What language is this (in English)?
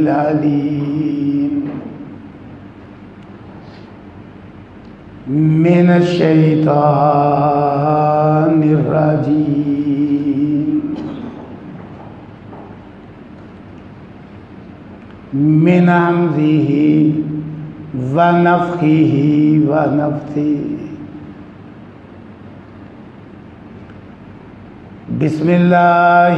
Urdu